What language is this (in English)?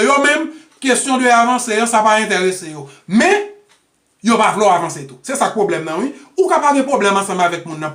Haitian Creole